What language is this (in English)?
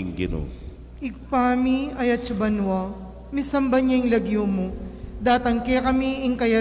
Pampanga